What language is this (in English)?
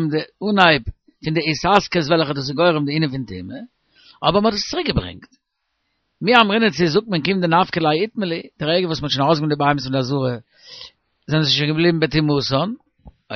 Yiddish